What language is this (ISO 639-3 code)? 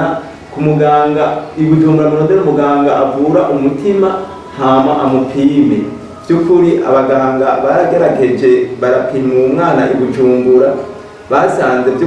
run